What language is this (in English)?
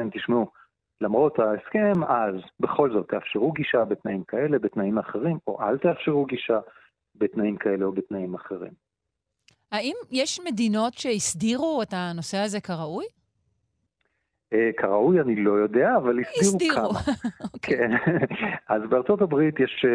Hebrew